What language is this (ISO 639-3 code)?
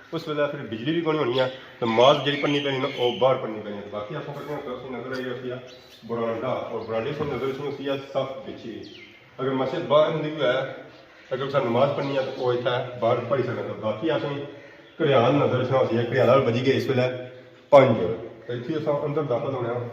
phr